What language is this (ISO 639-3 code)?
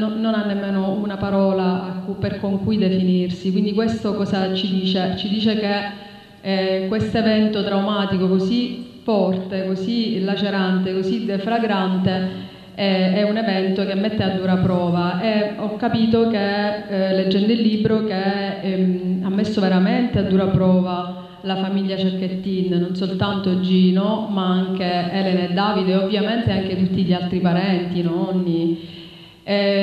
ita